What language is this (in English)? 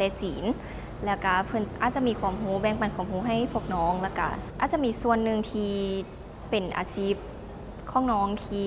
Lao